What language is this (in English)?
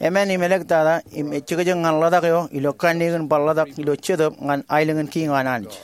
Marshallese